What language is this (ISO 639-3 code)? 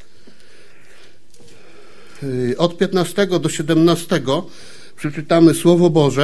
pol